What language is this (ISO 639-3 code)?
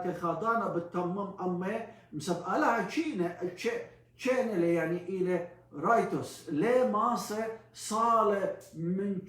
aii